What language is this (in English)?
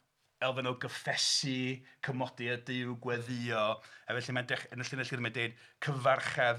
Welsh